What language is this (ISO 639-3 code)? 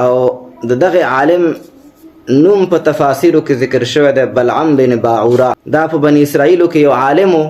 pus